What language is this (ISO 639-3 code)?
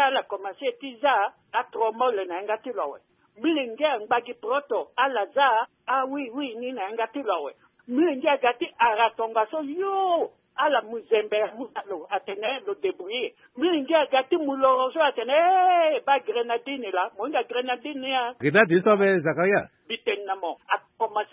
sag